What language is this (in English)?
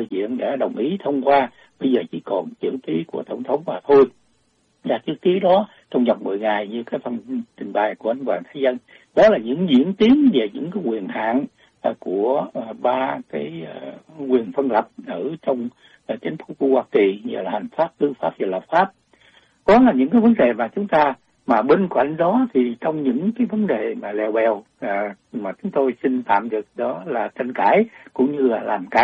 Vietnamese